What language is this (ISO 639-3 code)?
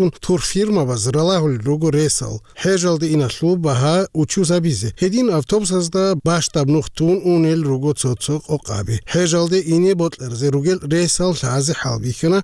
ava